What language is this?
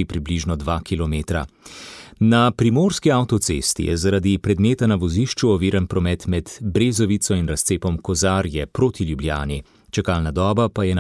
Slovenian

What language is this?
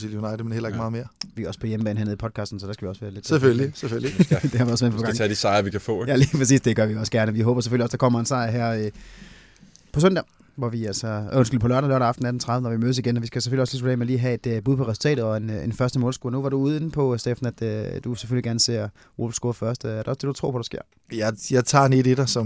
Danish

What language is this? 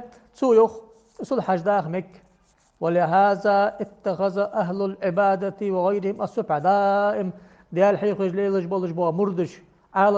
Ingush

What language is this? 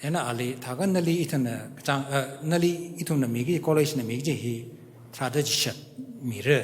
Tangkhul Naga (India)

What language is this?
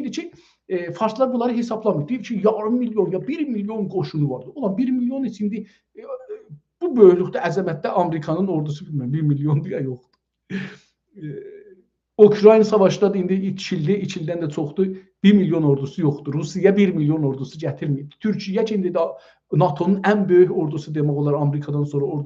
South Azerbaijani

